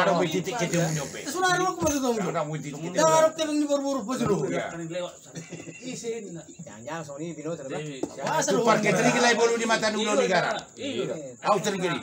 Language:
Batak Toba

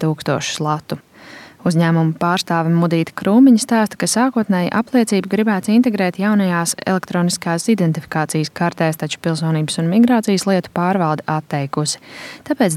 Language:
Latvian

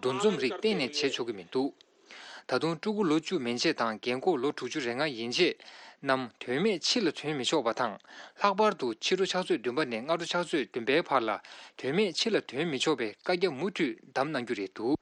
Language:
Tibetan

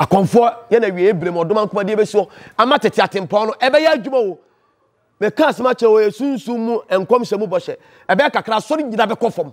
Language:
Akan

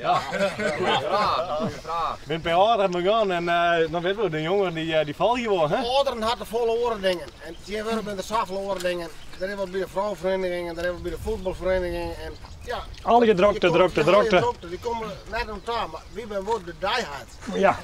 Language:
Western Frisian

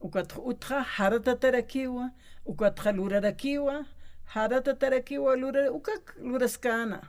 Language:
Aymara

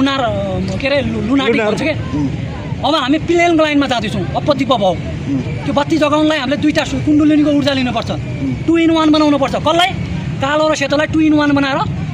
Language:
Nepali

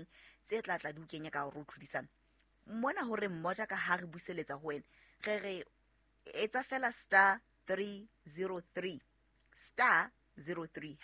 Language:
Southern Sotho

